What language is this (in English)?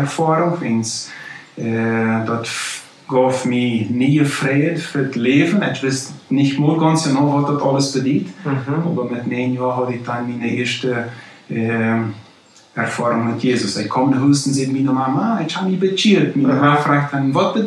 Plautdietsch